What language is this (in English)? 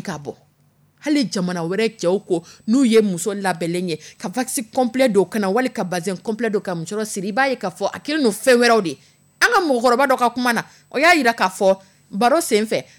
Dyula